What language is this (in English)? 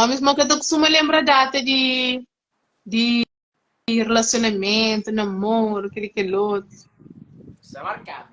Kabuverdianu